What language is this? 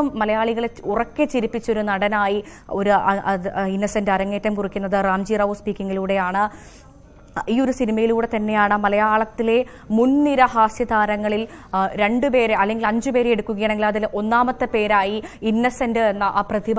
Malayalam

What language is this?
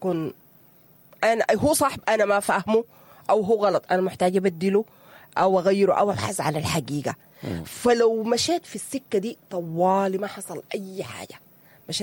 Sudanese Arabic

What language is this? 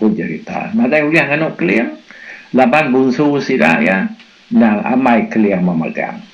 Iban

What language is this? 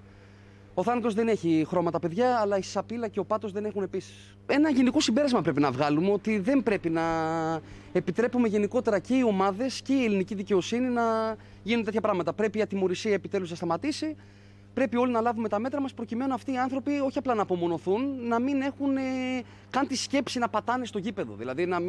Greek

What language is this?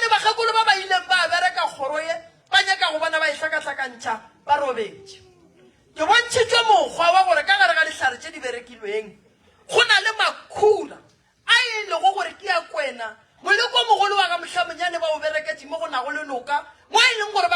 Northern Sotho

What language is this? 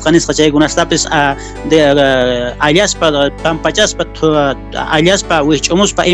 South Bolivian Quechua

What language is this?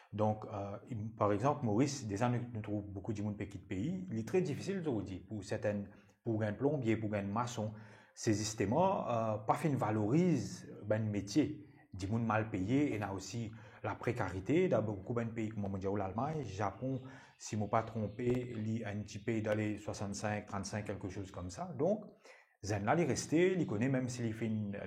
Morisyen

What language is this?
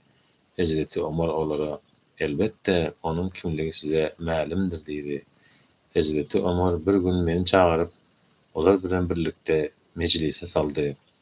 Turkmen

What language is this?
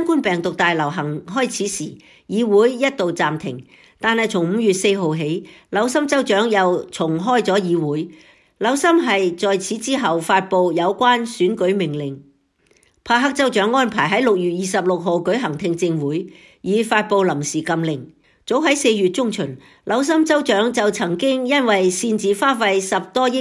Cantonese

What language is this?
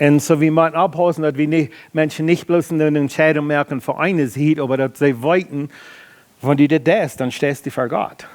Plautdietsch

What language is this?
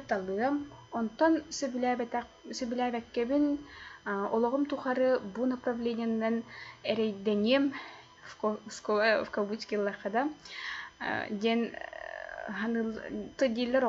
Yakut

